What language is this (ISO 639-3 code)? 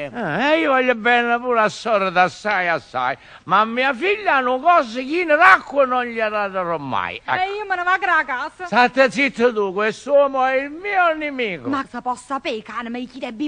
nap